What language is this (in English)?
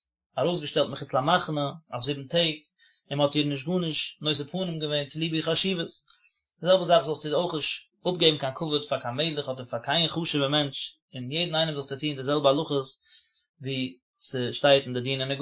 Yiddish